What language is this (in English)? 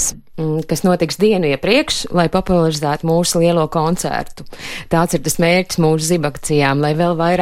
Latvian